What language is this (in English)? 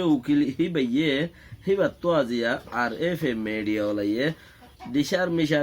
Rohingya